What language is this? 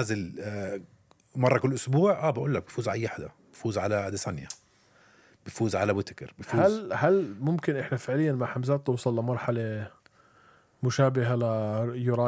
North Levantine Arabic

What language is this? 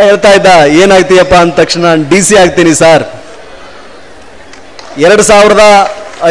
Kannada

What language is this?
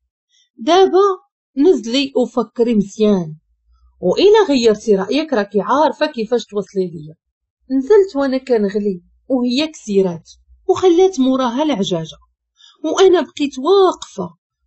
Moroccan Arabic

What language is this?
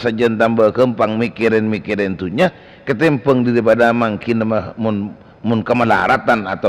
Madurese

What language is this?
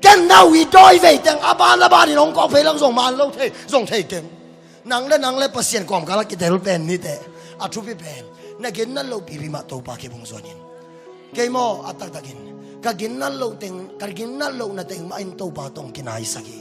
Tedim Chin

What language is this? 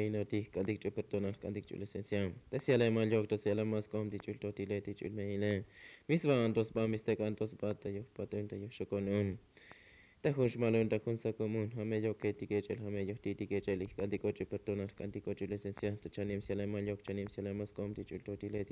Tzotzil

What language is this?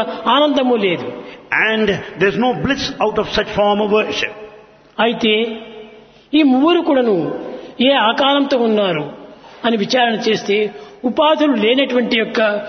Telugu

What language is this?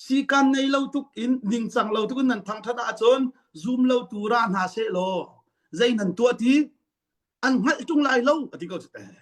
Hakha Chin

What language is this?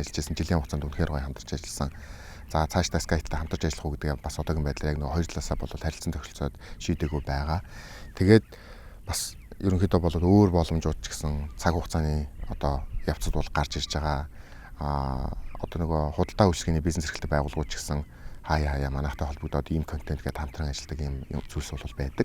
Mongolian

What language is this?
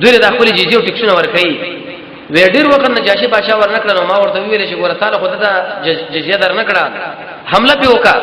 Pashto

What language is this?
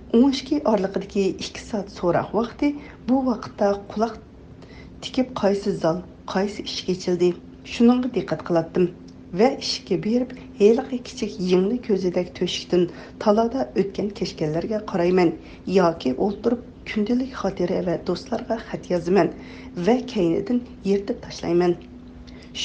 Uyghur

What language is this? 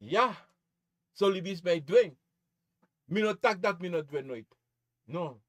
Sranan Tongo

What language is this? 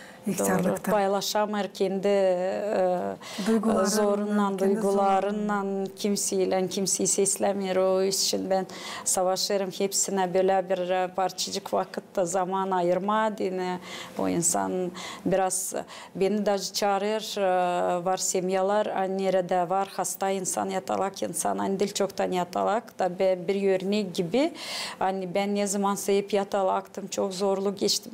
Gagauz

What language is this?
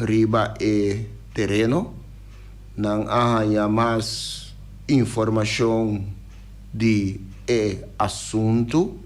Papiamento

